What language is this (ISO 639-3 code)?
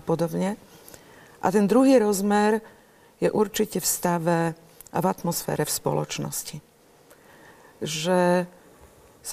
slk